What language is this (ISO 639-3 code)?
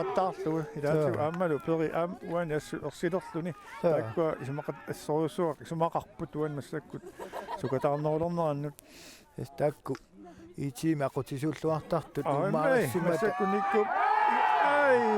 kal